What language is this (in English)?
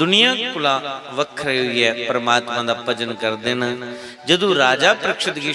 Dogri